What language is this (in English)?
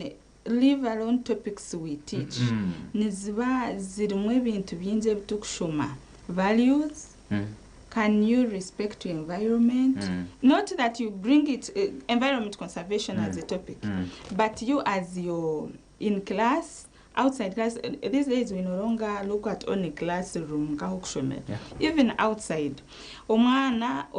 Nyankole